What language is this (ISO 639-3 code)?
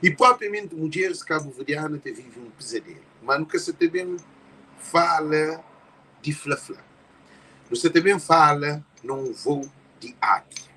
kea